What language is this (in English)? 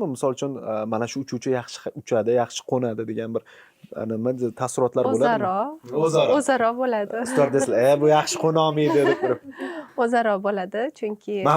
Uzbek